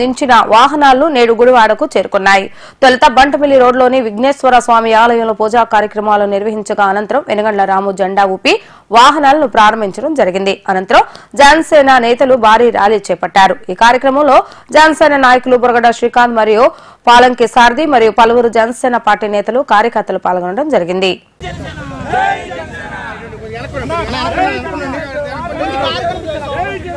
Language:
Telugu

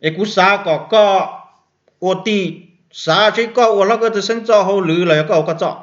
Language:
Hmong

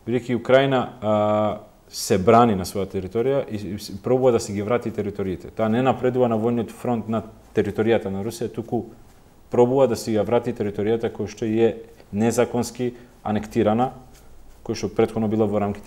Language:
Macedonian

